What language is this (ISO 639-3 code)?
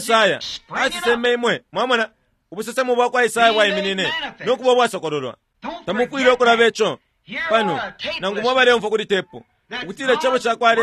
bem